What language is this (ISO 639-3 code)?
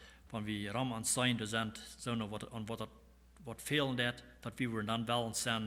pdt